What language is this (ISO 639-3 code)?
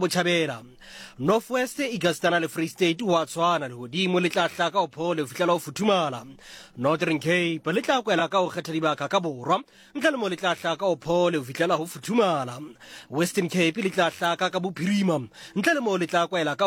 sot